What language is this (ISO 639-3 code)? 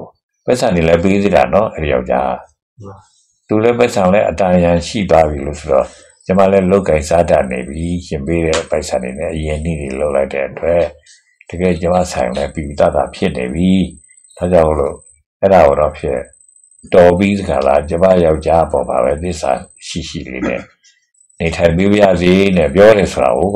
mya